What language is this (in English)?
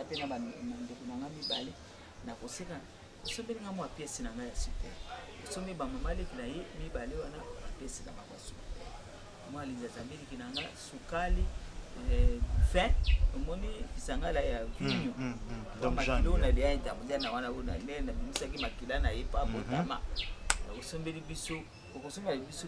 Lingala